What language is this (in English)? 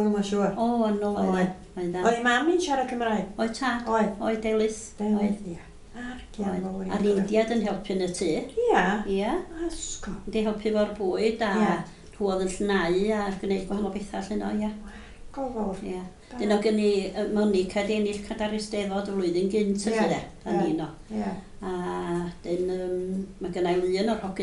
Welsh